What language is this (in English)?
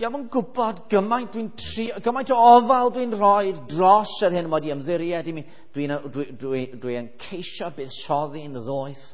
Welsh